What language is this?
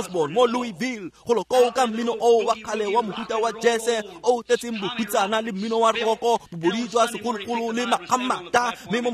Tswana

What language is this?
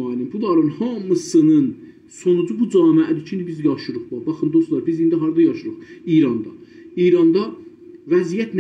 South Azerbaijani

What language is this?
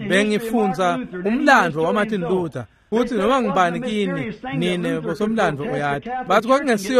Swati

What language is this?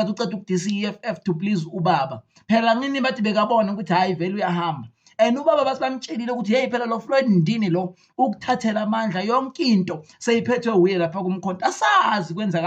Zulu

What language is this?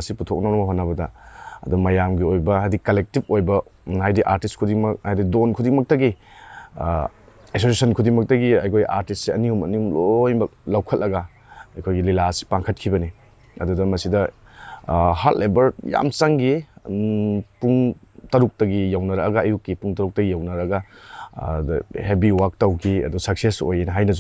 Manipuri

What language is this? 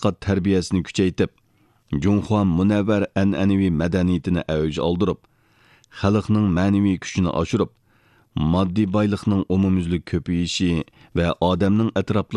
Uyghur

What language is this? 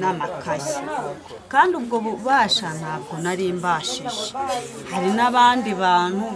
Kinyarwanda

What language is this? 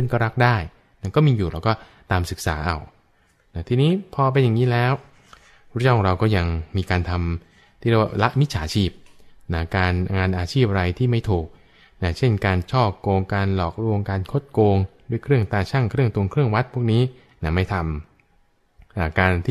Thai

